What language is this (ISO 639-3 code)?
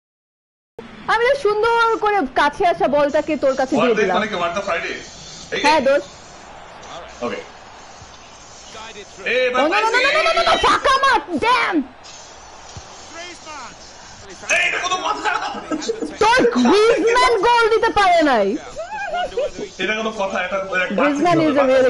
ben